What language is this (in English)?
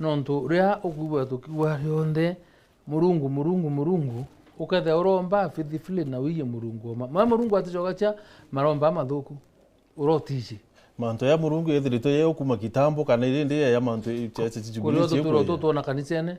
Meru